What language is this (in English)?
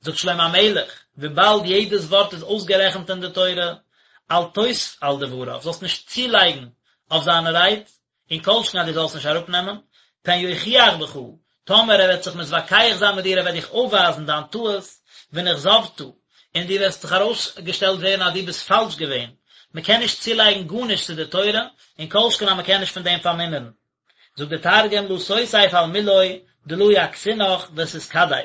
Yiddish